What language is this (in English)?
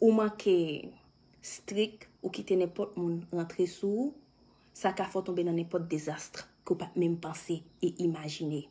Haitian Creole